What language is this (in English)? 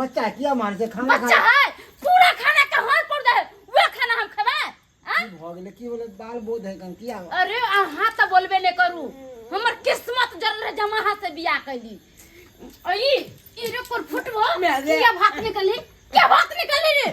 Maithili